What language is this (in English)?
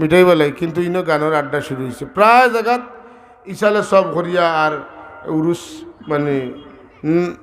Sylheti